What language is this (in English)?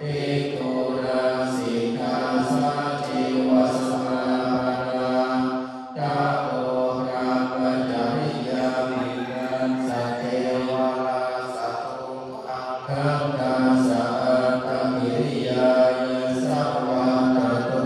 Pali